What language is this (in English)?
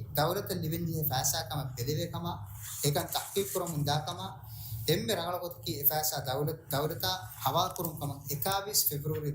Divehi